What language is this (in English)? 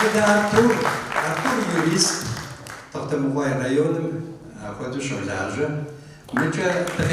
Kabardian